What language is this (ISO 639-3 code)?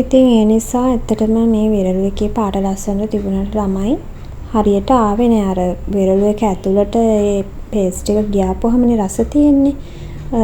sin